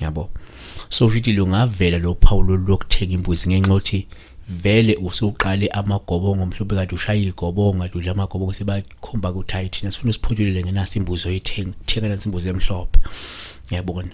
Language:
Zulu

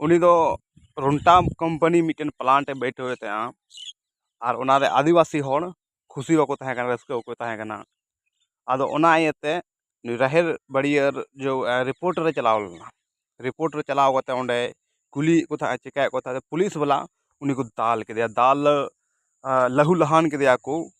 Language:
Santali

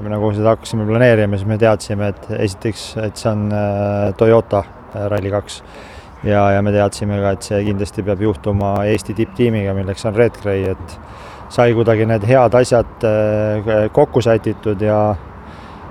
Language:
Estonian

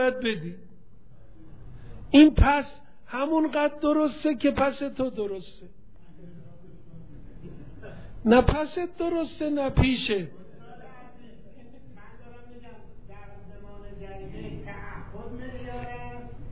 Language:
Persian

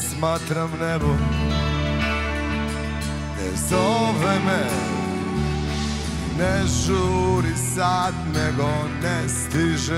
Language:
Serbian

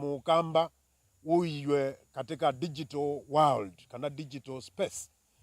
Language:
Kamba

